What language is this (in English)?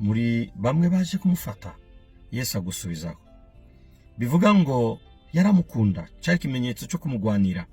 Rundi